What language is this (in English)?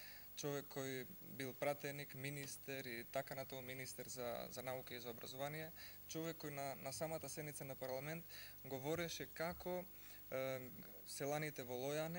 Macedonian